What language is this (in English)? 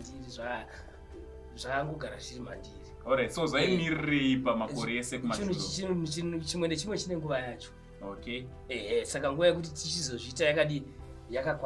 Shona